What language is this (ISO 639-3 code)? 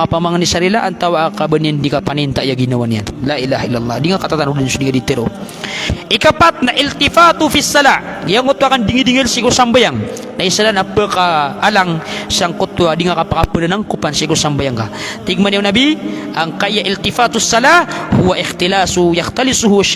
mrw